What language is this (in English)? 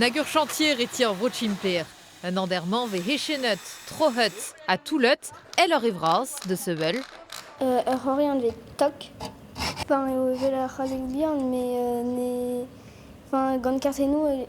Breton